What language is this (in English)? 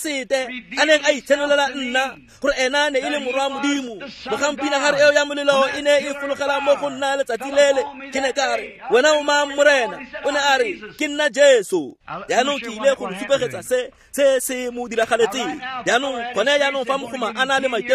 Tswana